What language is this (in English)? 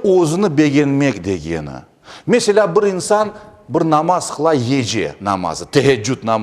Crimean Tatar